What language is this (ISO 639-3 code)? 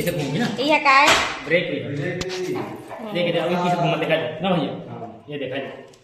hne